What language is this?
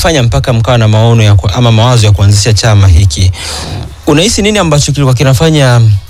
Swahili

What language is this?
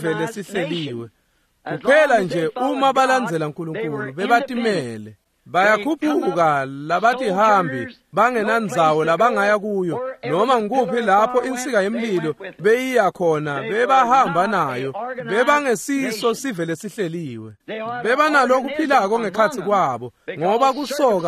Swati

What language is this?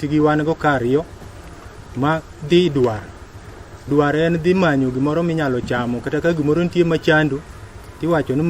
Luo (Kenya and Tanzania)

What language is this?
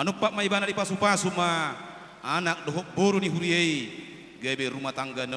Batak Toba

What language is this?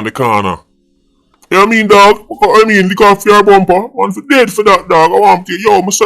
Jamaican Creole English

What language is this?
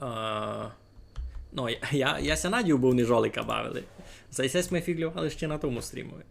Rusyn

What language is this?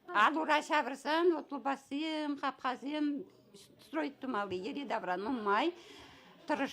Chuvash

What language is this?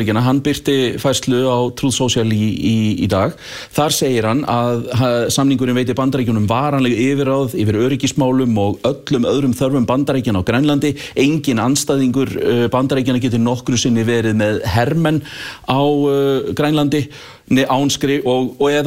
Icelandic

